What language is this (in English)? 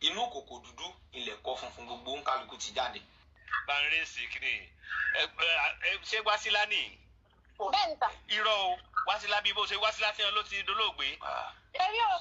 Yoruba